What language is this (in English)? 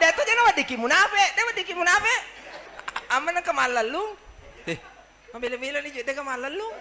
Buginese